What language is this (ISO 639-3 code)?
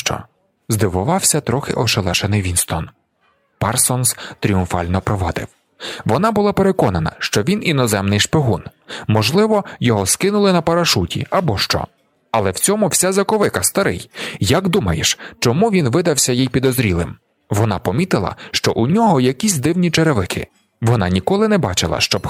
ukr